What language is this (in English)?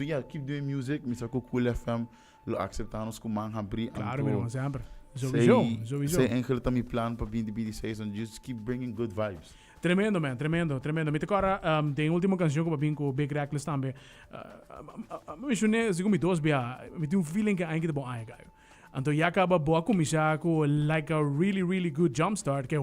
Papiamento